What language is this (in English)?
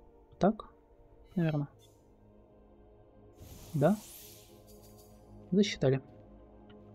Russian